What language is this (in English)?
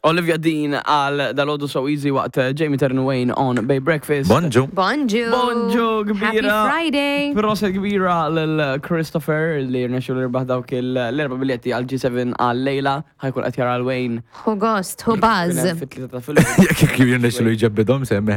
Maltese